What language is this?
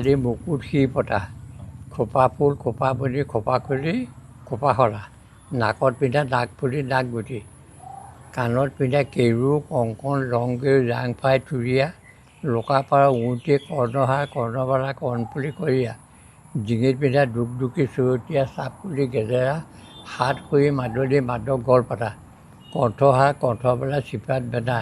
Assamese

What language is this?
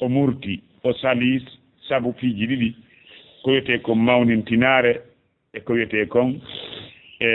Fula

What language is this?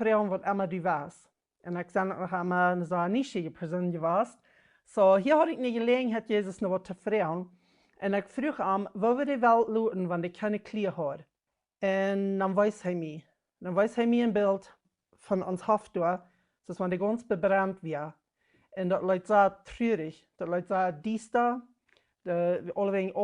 Plautdietsch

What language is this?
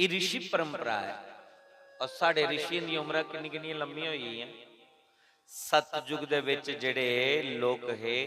Dogri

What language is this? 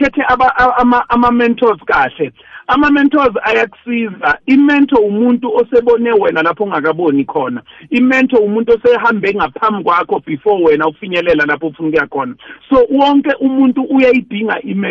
South Ndebele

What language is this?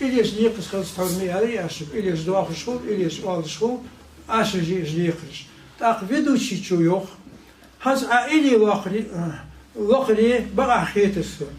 Ingush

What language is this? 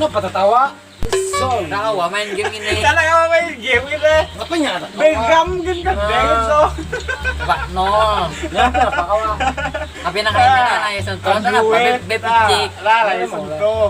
Banjar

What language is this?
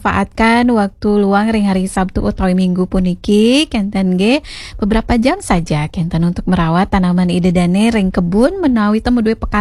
Balinese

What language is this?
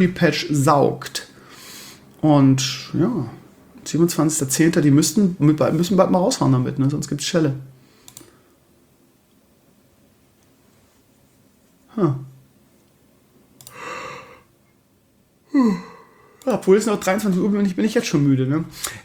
German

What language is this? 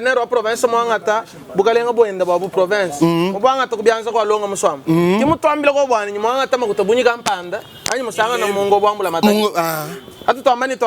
Luba-Lulua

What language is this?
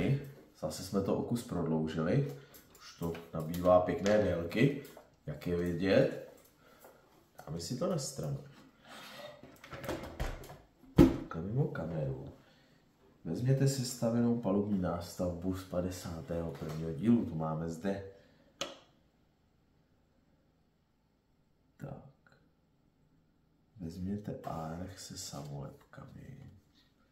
Czech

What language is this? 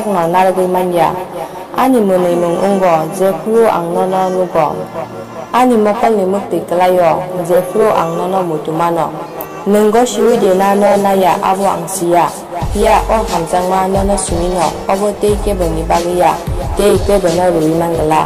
Kok Borok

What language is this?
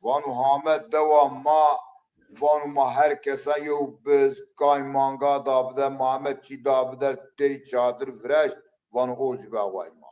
Zaza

